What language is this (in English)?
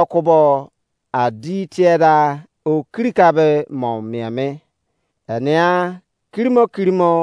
Izon